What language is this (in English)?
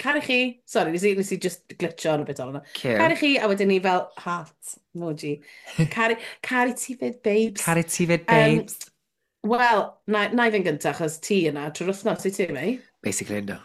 Welsh